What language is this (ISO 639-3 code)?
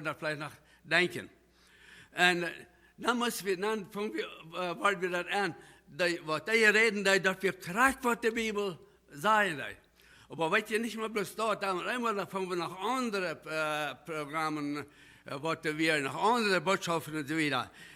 pdt